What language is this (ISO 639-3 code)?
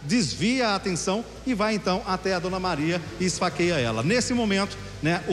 por